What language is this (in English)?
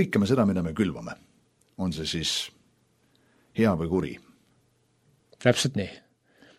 Estonian